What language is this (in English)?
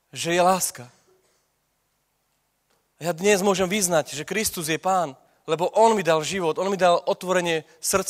Slovak